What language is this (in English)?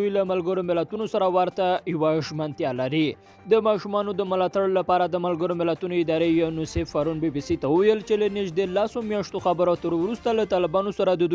Pashto